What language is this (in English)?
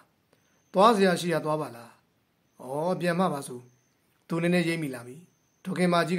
Burmese